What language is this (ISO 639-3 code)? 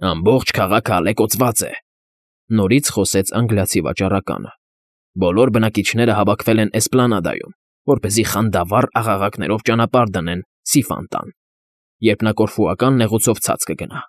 hye